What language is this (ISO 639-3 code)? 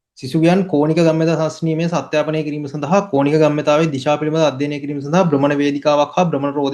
sin